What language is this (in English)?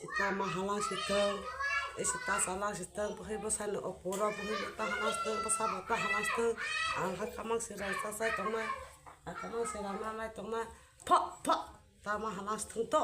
Kok Borok